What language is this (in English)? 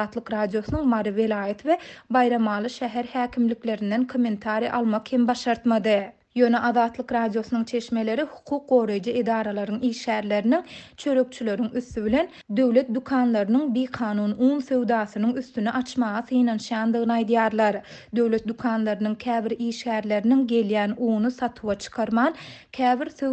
Turkmen